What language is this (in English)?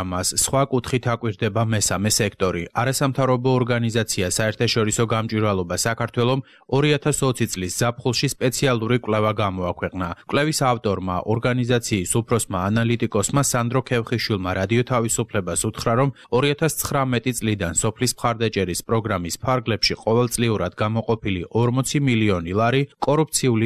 Georgian